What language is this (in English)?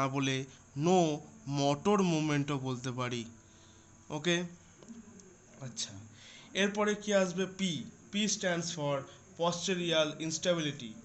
Bangla